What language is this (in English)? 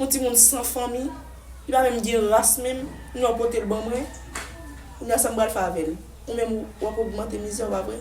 Haitian Creole